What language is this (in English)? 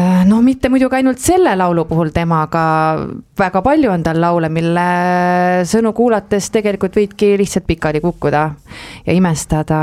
Estonian